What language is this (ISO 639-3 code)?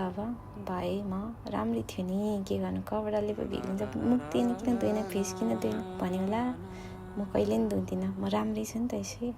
nep